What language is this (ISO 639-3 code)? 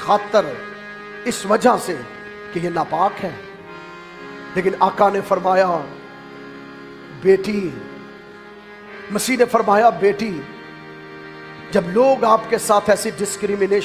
urd